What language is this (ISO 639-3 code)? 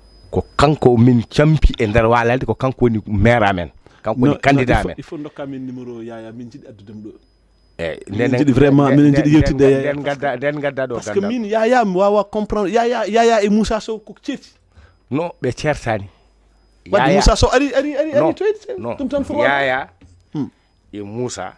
ful